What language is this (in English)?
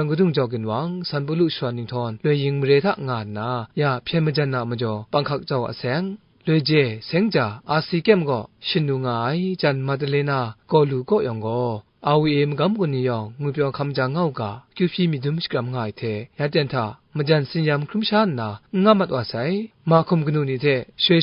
Kachin